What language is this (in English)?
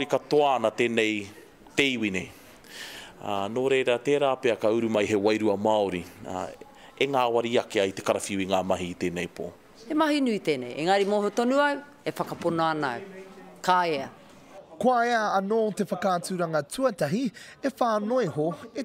Māori